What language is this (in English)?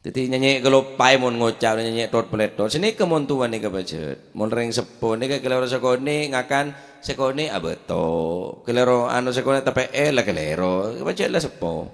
Madurese